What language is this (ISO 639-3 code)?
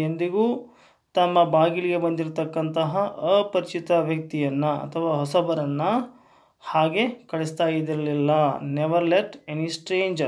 kan